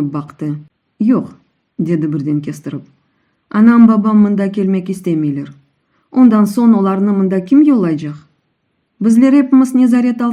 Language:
Crimean Tatar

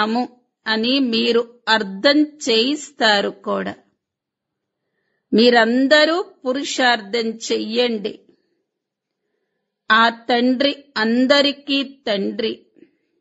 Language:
Telugu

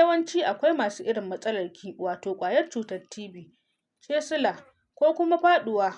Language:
Hausa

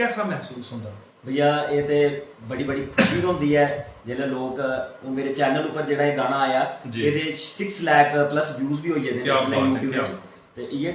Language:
Dogri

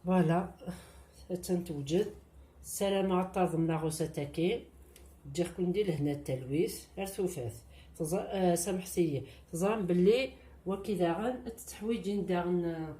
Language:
Kabyle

